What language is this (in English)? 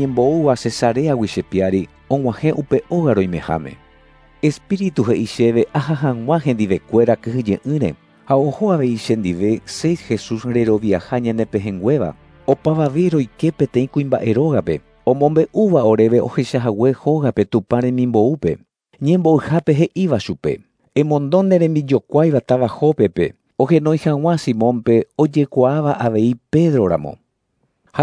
Guarani